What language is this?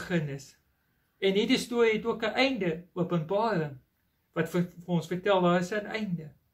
Afrikaans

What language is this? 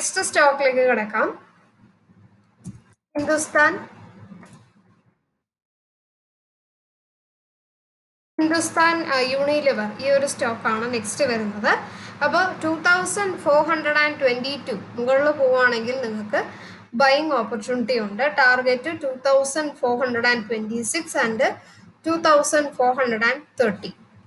Malayalam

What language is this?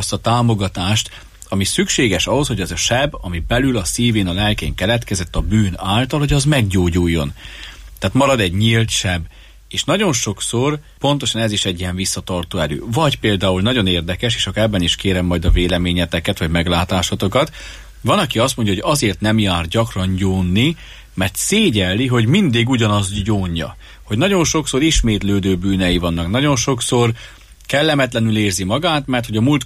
Hungarian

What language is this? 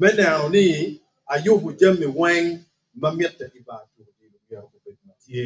Acoli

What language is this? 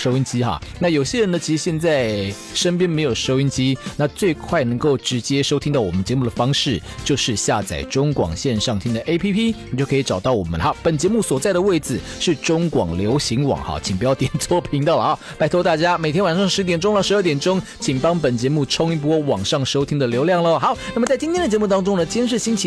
Chinese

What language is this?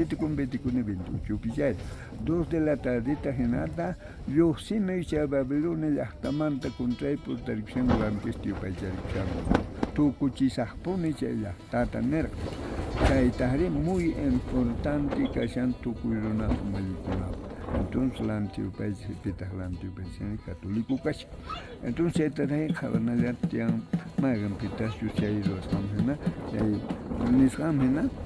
South Bolivian Quechua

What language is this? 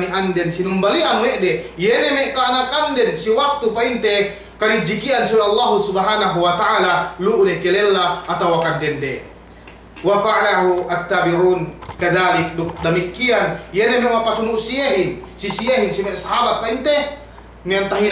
Yakan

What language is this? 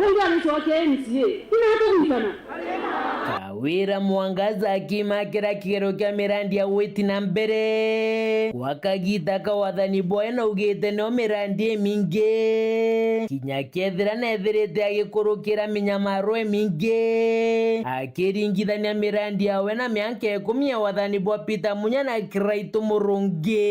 Meru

